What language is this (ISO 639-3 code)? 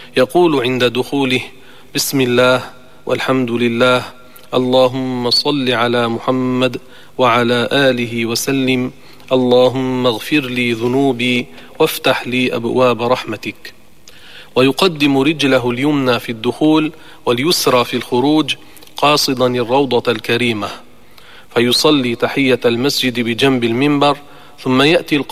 ara